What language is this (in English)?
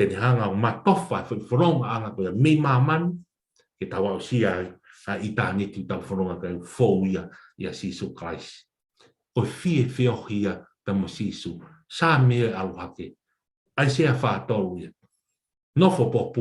Tongan